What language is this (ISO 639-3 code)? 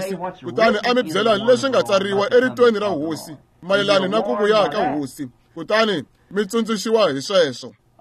tso